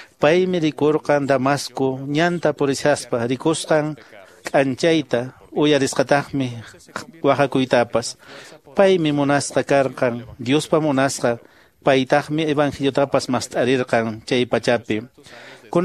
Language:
Quechua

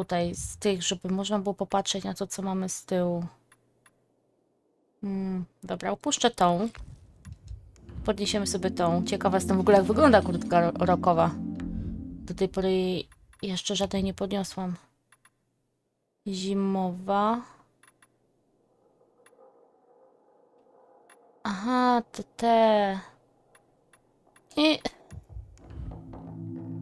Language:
Polish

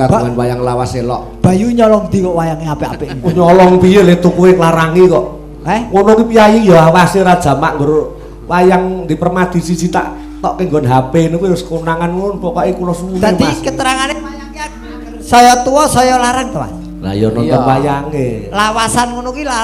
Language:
Javanese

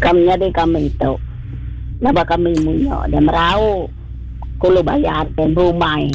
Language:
Iban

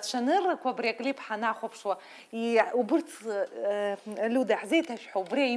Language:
Abkhazian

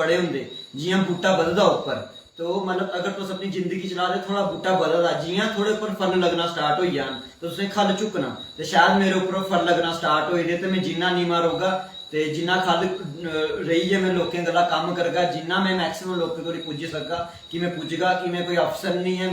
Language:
Dogri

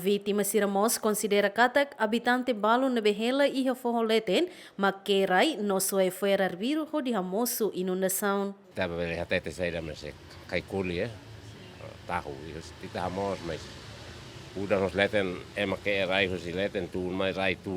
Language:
Tetum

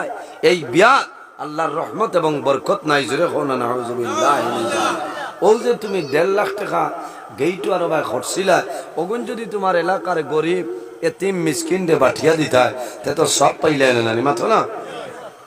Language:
Sylheti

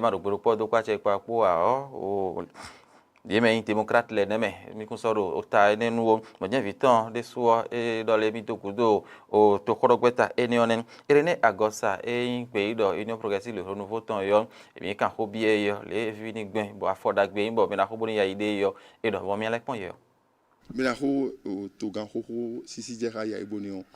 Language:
Fon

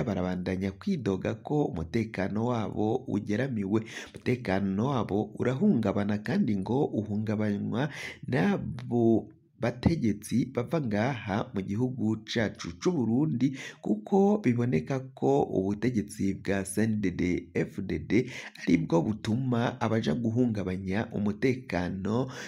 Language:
Rundi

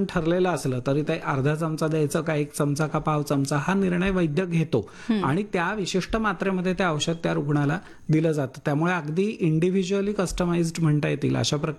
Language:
Marathi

